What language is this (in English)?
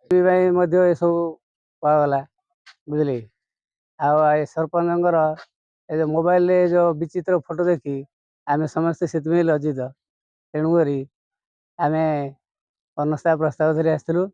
Odia